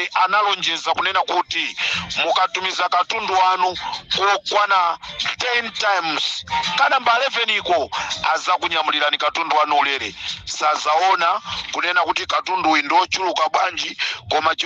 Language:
Nyanja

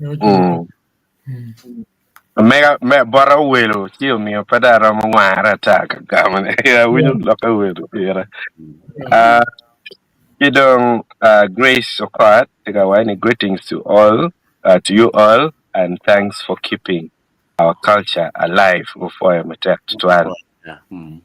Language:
Acoli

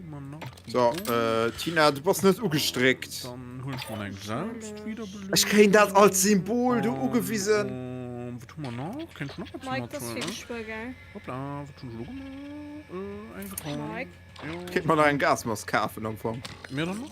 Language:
Luxembourgish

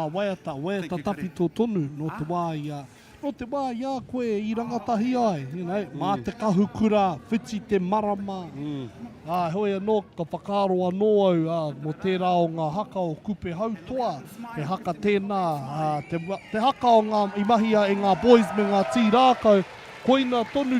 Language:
Māori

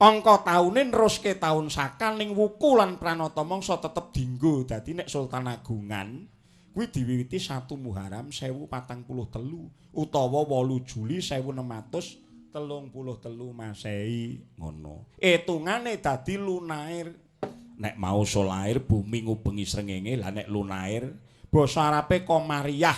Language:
Javanese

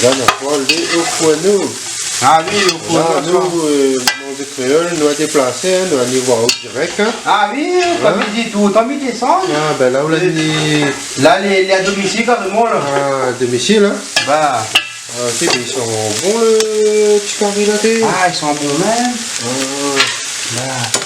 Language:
Réunion Creole French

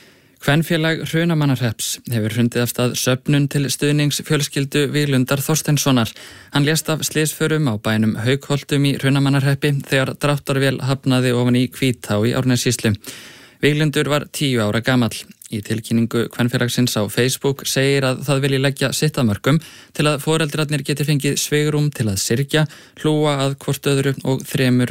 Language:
Icelandic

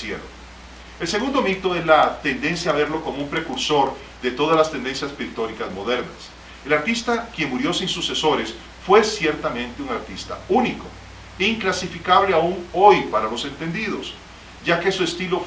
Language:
Spanish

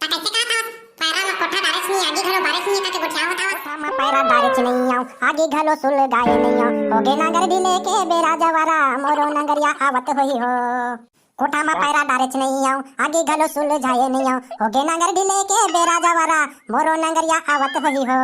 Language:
Chhattisgarhi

